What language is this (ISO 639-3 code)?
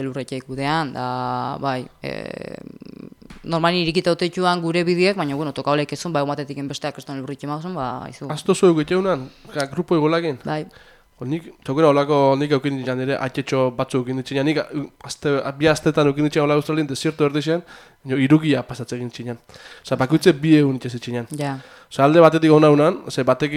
eus